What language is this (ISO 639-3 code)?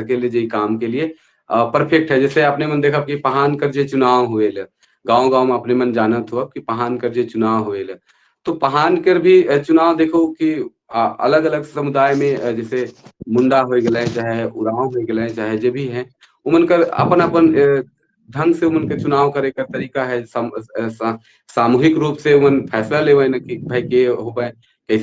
sck